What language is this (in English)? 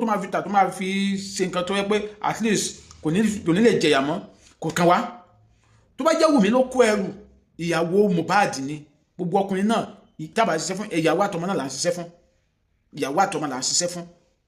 Yoruba